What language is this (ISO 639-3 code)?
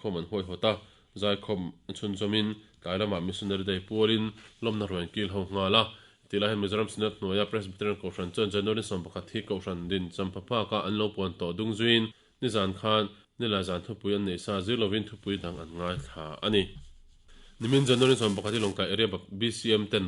lus